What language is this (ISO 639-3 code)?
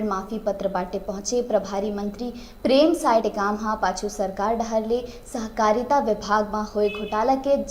hne